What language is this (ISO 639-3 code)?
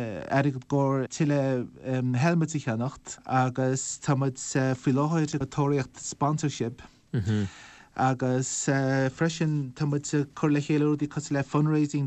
gle